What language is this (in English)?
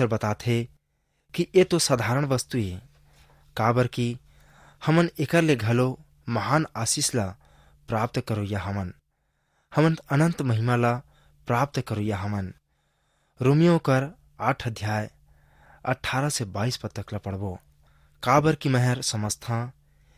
Chhattisgarhi